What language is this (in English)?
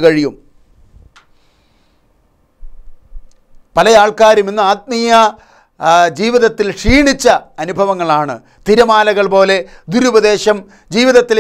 Malayalam